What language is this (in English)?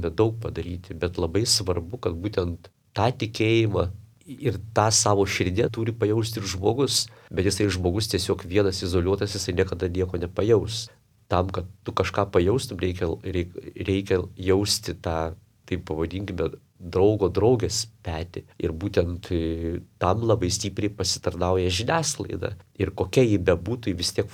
Lithuanian